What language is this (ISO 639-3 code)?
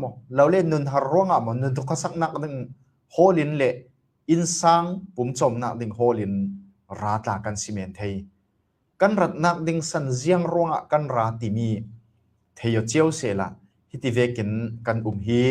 cfm